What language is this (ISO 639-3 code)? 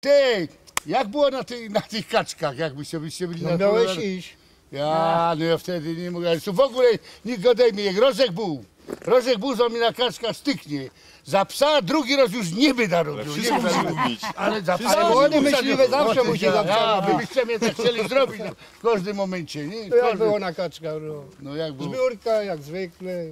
szl